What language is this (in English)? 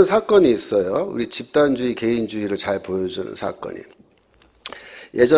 Korean